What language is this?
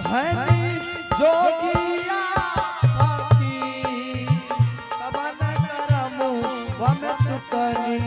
Angika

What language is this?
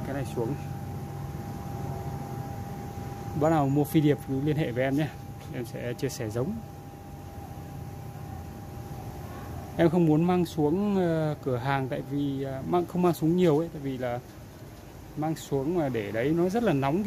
Vietnamese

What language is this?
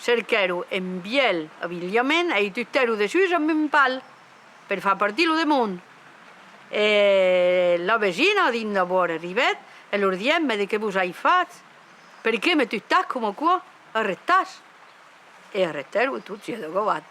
Occitan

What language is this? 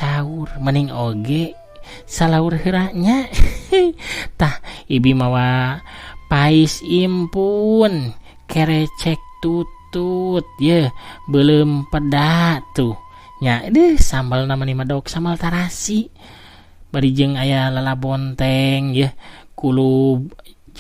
Sundanese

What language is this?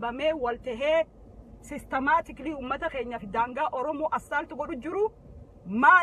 Oromo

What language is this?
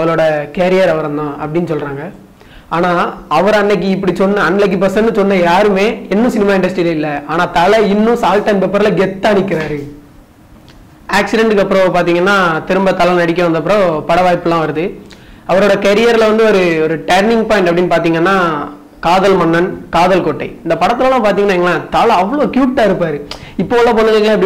Tamil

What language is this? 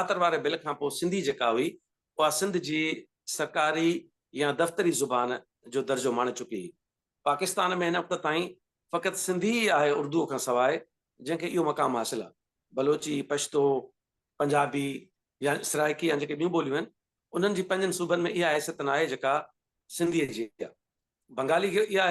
Sindhi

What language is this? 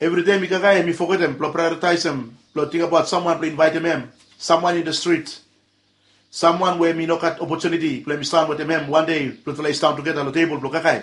Bislama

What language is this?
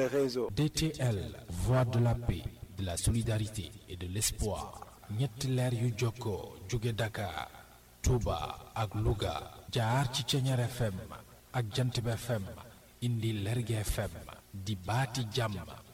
Wolof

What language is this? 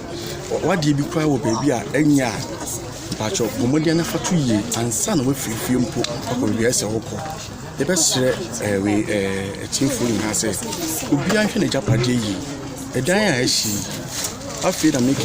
Akan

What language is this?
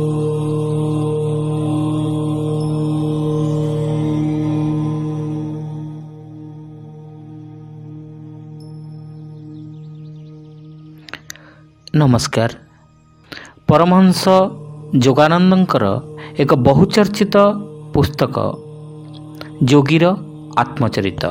Odia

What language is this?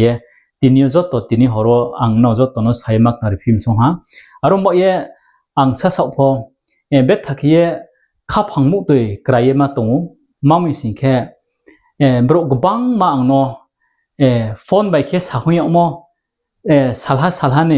Riang (India)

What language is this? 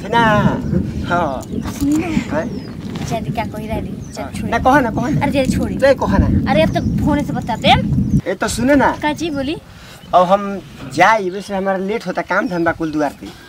Bhojpuri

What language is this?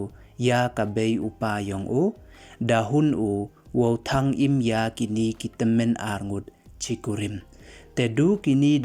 Pnar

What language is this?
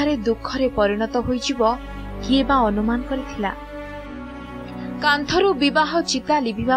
Odia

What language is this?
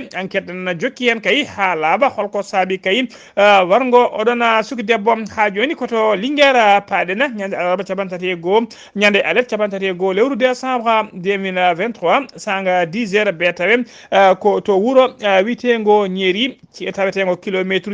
Fula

